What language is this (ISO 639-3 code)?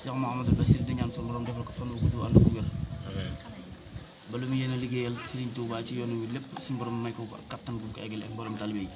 wol